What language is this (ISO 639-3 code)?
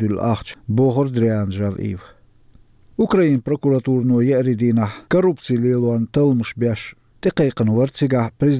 che